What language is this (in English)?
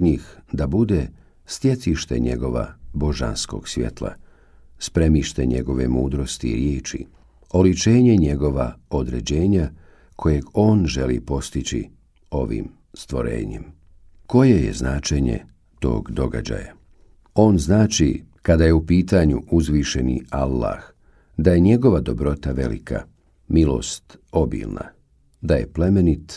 Bosnian